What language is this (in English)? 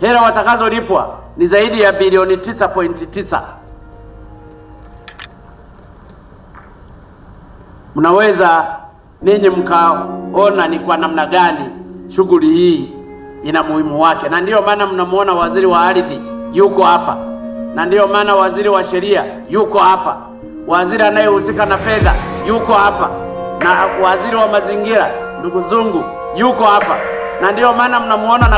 Swahili